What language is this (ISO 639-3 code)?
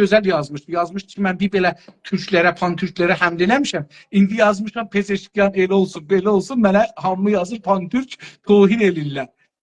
azb